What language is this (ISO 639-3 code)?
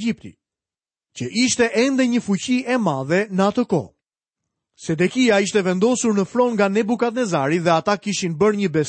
sqi